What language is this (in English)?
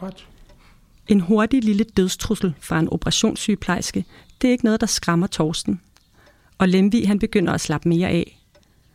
Danish